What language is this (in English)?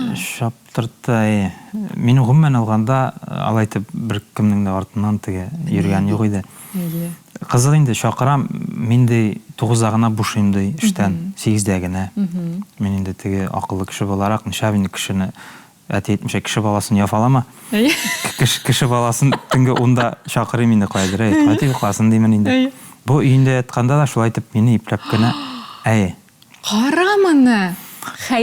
Tatar